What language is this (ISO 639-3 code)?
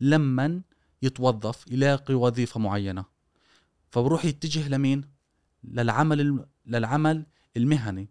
afb